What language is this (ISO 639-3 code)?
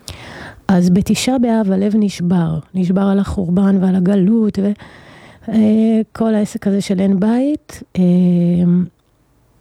heb